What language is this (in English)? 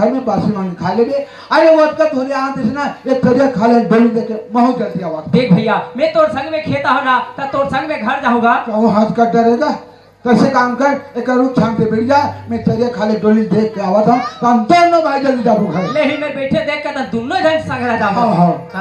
Chhattisgarhi